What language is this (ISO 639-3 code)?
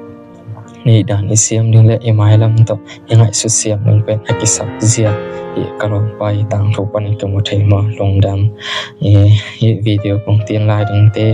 ctd